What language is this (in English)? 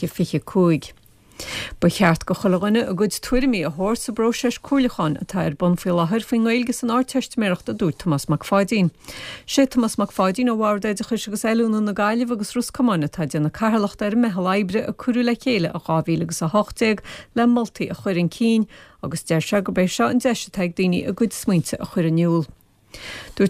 Irish